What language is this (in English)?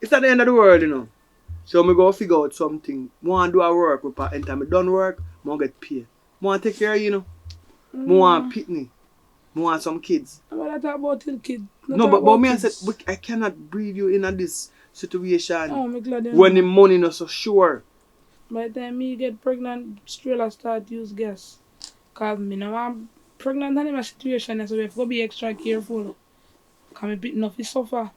Jamaican Creole English